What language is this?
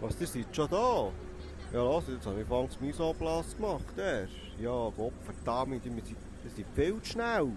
Swiss German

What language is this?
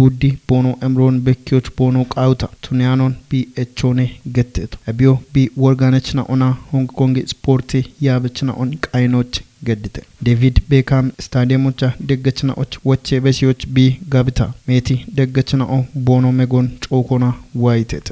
Kafa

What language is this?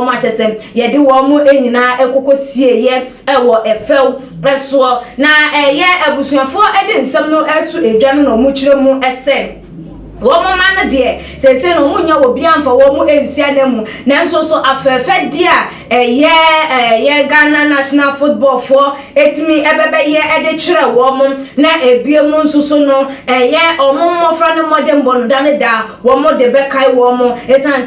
Akan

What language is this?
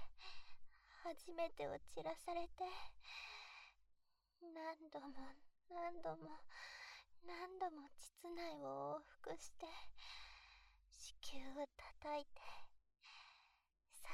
Japanese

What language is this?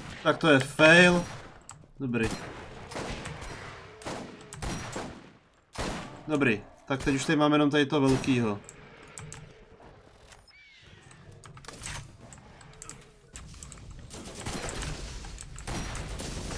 Czech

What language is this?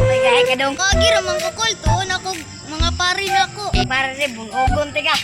Cebuano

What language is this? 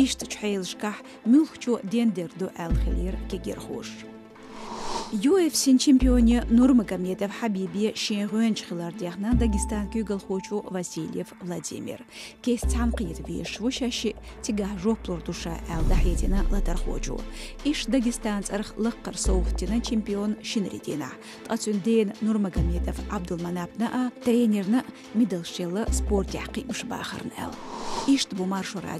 Chechen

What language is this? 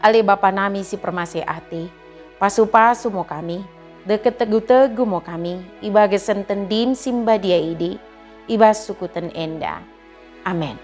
Batak Dairi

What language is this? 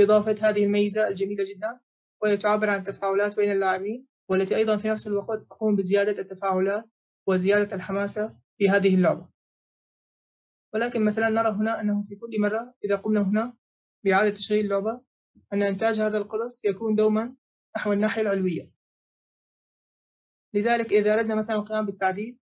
Arabic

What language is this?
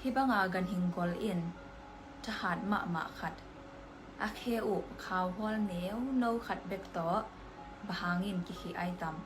Tedim Chin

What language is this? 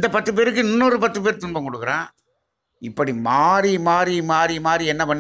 Tamil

